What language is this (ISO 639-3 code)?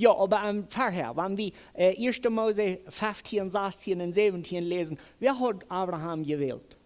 pdt